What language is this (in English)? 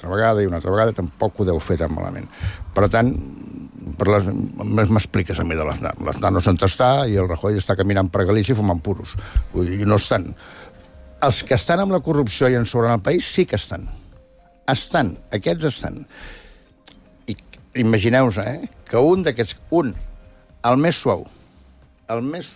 Catalan